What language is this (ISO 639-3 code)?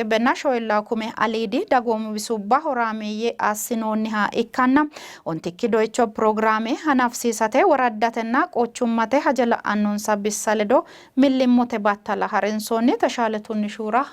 sid